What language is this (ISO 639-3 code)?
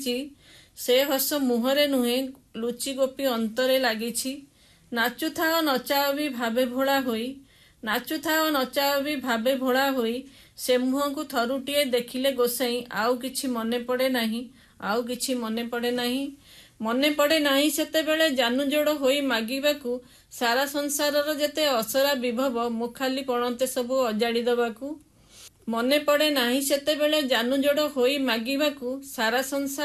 ori